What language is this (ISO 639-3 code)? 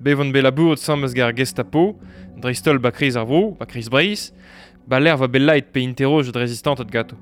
bre